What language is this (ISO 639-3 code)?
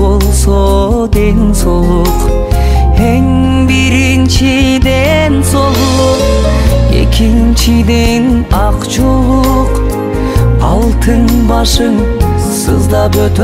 kir